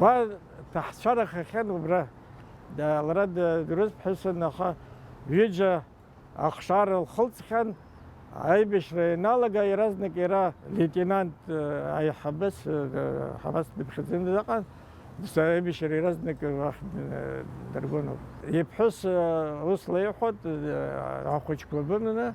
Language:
Abkhazian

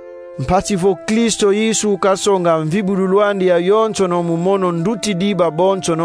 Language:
Kongo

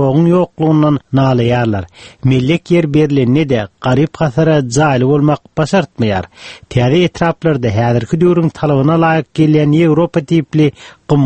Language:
Turkmen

